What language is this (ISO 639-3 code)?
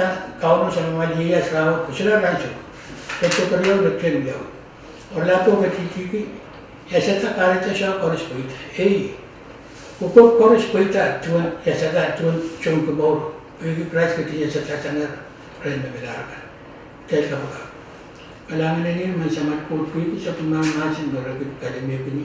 pon